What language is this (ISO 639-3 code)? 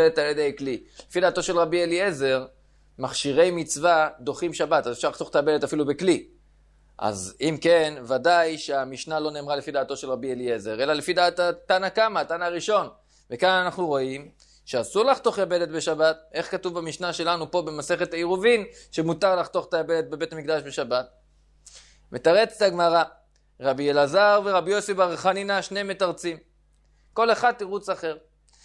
heb